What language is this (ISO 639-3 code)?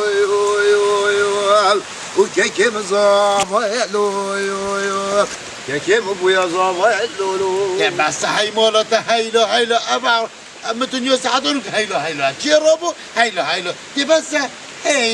kur